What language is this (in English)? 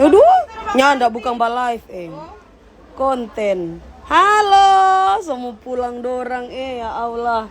Manado Malay